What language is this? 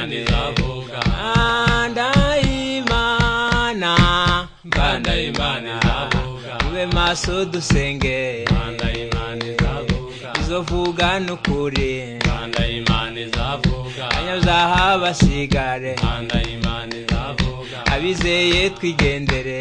Kinyarwanda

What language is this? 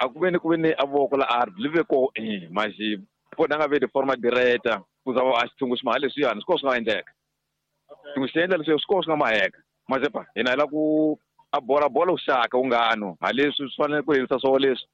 Tsonga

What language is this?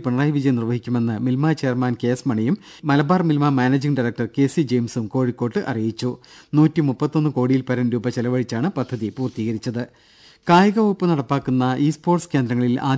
Malayalam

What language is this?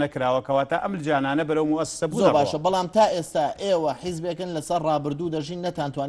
Central Kurdish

